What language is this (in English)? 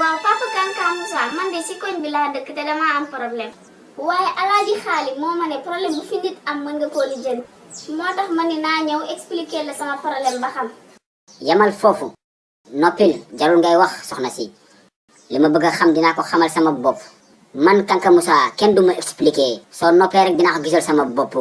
Wolof